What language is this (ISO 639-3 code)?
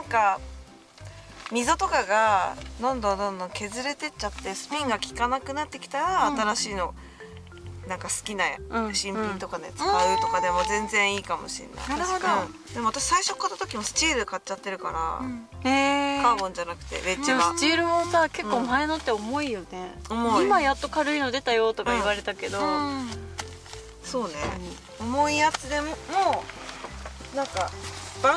jpn